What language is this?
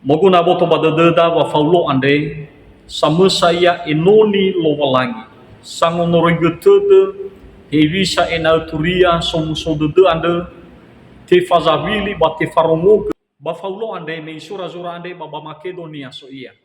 Nias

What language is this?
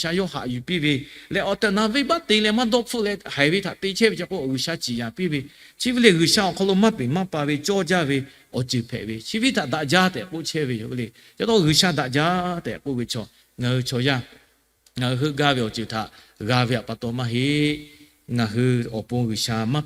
Lahu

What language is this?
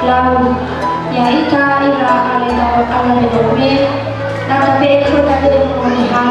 Nias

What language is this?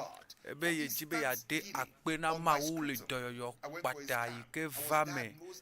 Ewe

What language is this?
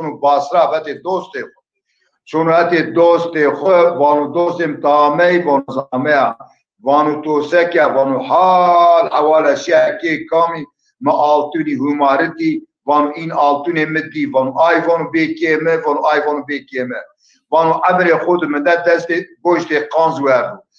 Zaza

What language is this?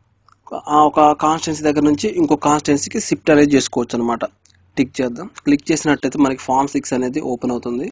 Telugu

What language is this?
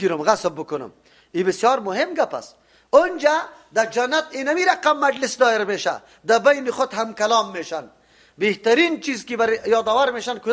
Persian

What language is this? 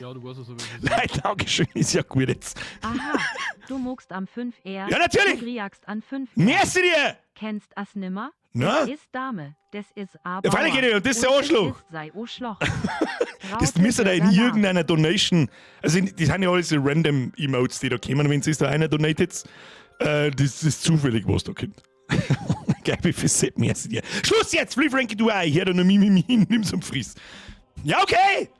Bavarian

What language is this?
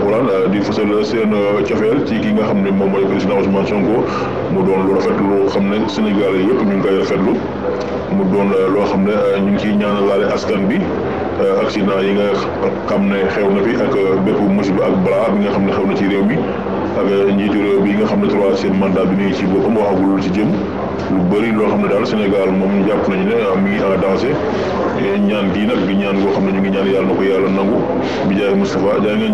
Wolof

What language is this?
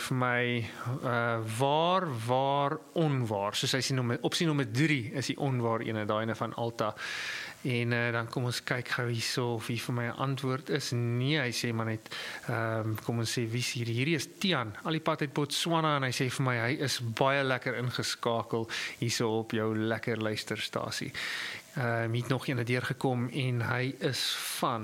Afrikaans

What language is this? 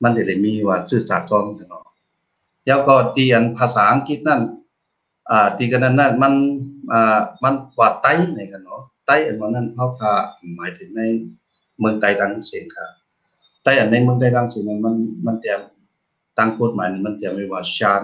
Shan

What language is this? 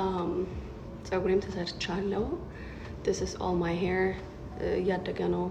Amharic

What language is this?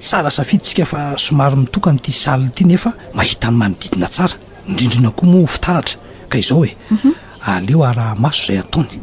Malagasy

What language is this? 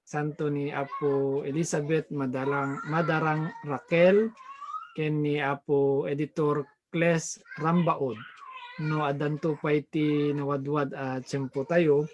Iloko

